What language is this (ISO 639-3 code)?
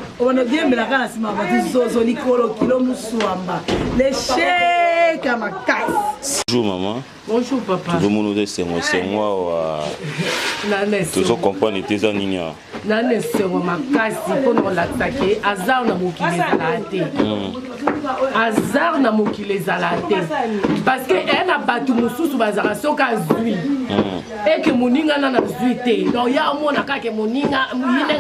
lin